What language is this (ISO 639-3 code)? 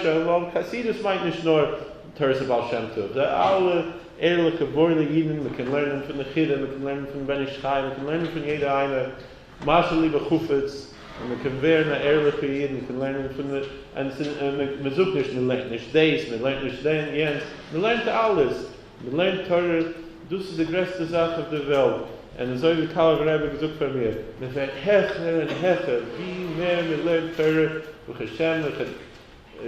yid